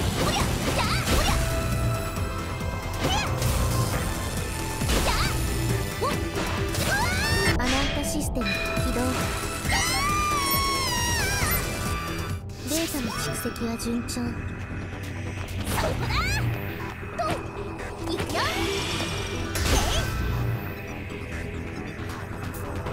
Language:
Japanese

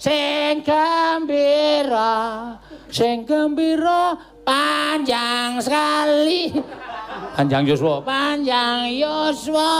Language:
Javanese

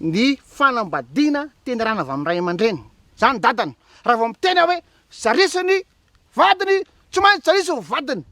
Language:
Malagasy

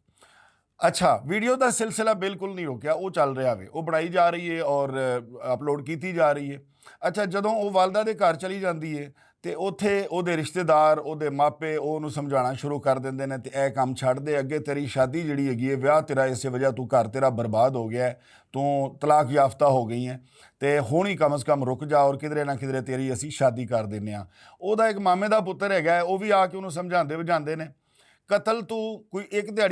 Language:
Western Panjabi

